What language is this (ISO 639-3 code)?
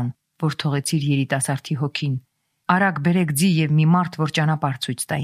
hye